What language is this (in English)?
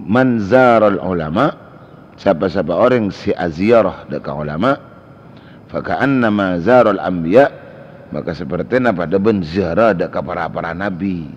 Madurese